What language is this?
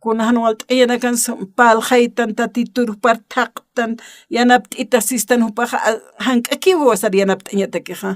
Aymara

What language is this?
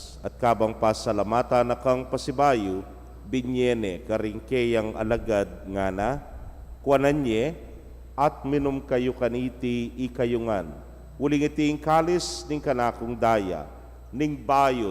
Pampanga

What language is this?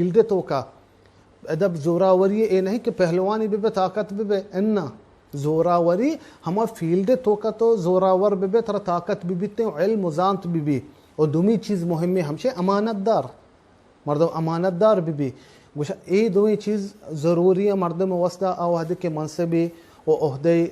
Baluchi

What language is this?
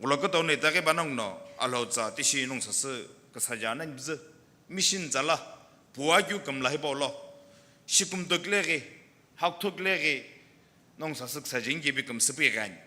Sumi Naga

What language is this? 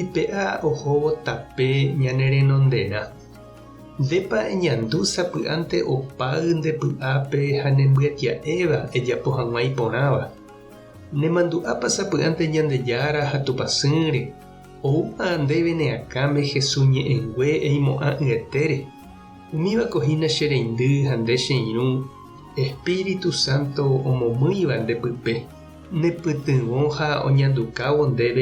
Guarani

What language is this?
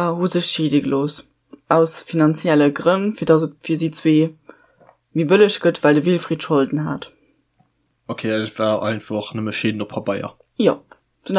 Luxembourgish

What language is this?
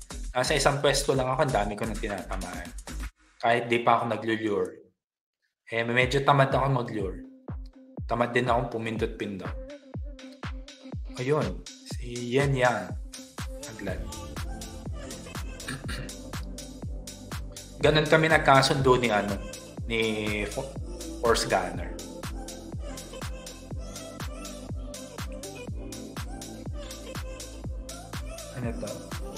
Filipino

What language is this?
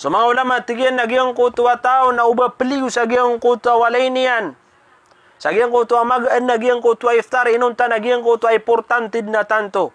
Maranao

